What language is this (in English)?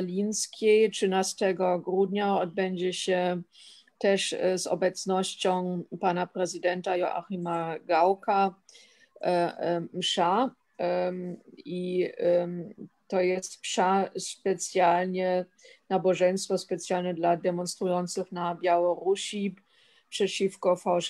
Polish